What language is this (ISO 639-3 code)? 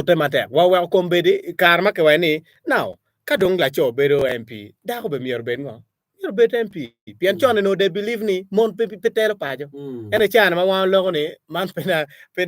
ach